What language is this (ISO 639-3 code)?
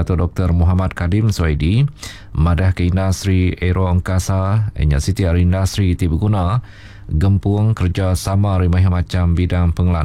iba